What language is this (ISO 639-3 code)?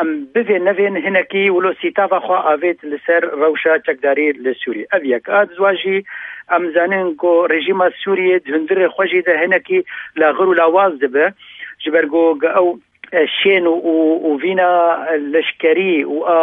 kur